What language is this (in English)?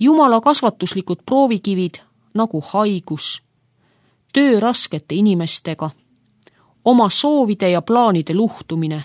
Estonian